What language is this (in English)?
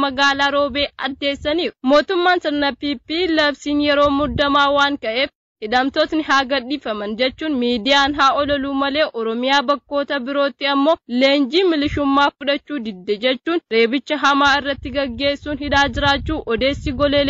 Oromo